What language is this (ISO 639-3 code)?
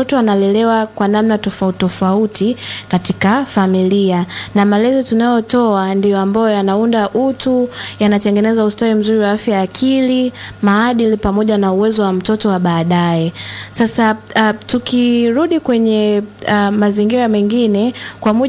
swa